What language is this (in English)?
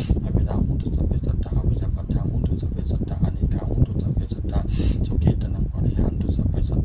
Pali